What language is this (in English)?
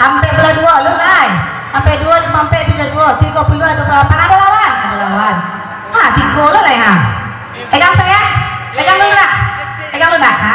Minangkabau